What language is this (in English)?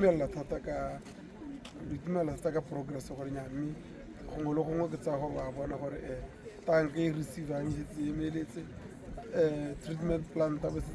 Tswana